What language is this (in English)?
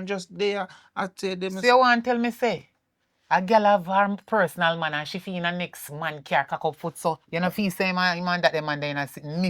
Jamaican Creole English